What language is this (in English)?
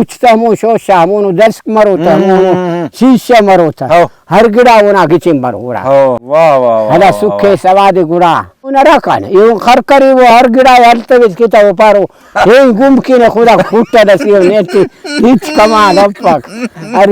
Brahui